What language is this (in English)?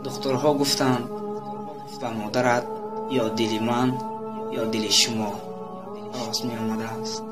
Tajik